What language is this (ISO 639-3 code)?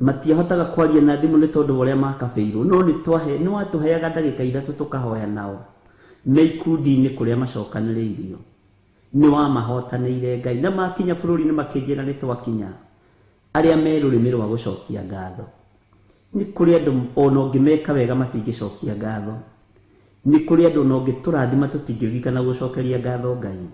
kik